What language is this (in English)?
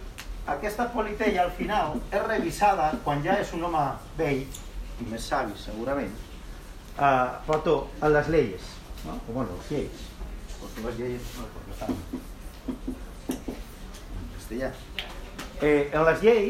Catalan